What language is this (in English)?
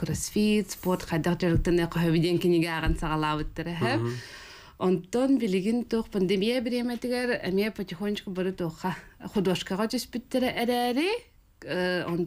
Yakut